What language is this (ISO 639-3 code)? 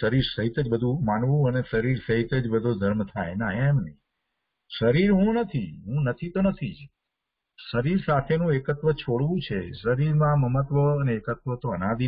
guj